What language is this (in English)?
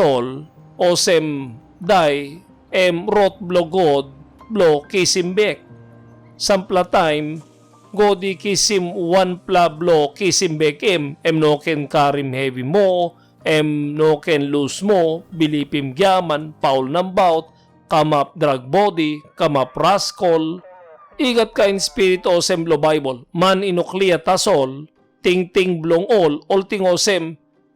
Tok Pisin